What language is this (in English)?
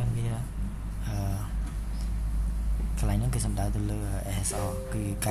Khmer